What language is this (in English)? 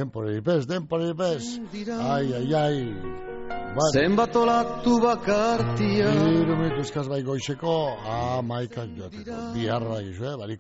Basque